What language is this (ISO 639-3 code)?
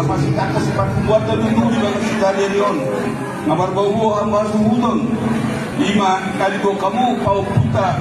bbc